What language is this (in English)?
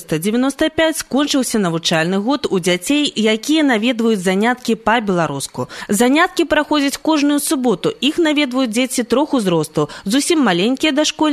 Belarusian